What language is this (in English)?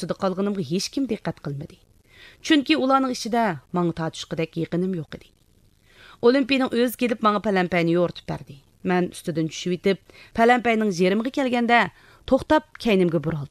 Uyghur